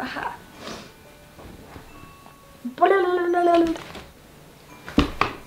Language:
Finnish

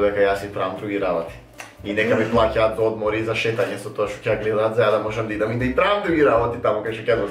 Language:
Macedonian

